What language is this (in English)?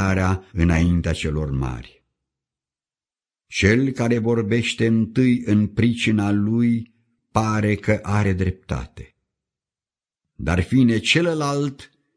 Romanian